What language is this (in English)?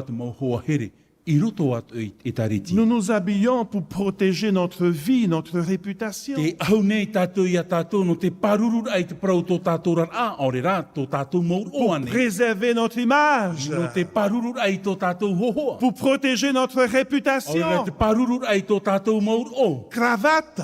Tahitian